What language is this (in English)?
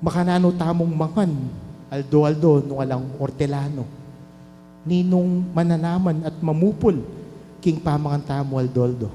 Pampanga